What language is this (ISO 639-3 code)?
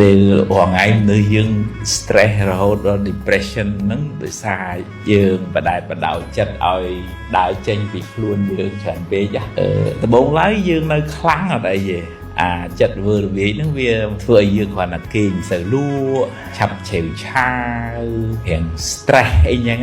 khm